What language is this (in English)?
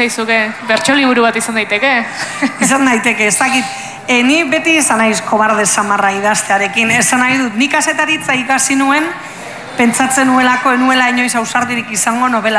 Basque